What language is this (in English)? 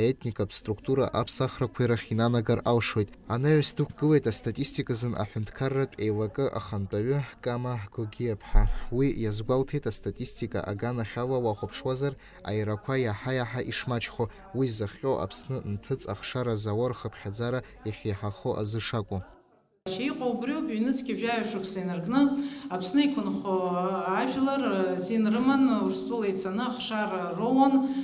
Abkhazian